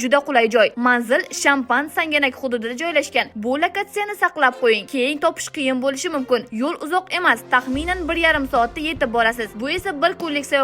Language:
Uzbek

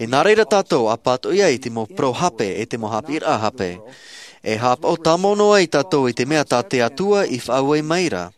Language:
Tahitian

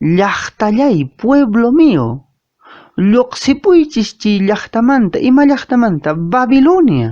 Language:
Quechua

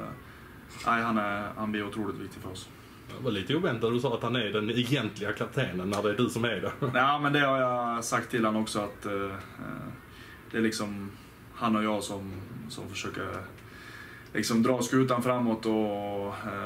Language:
Swedish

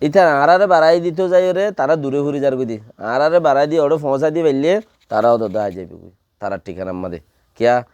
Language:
Rohingya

